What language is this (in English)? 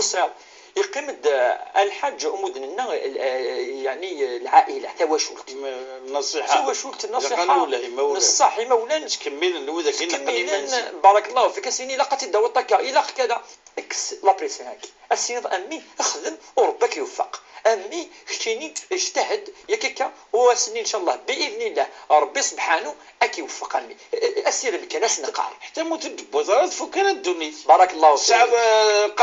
Kabyle